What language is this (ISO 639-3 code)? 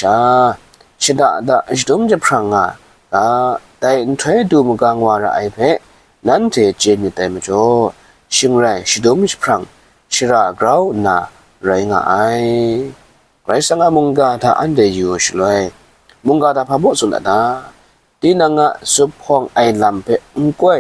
kac